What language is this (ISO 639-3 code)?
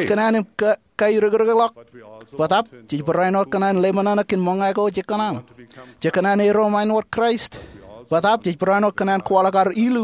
mah